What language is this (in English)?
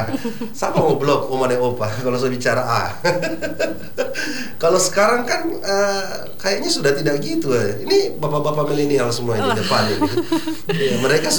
Indonesian